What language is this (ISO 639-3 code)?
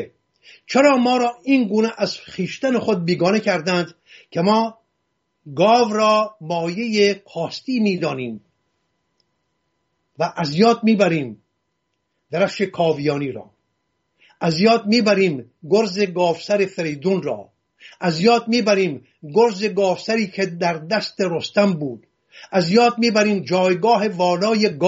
fas